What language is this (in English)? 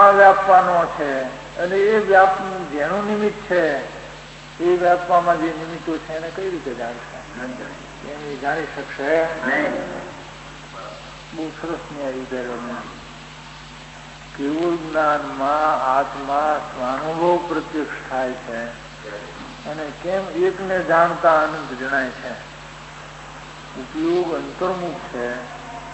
Gujarati